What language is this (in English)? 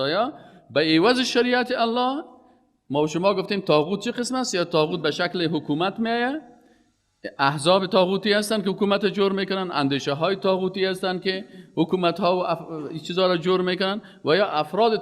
Persian